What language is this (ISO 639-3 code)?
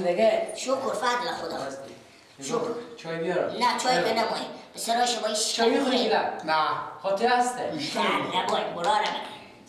fas